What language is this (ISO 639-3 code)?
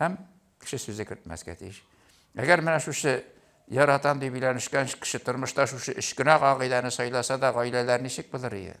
tat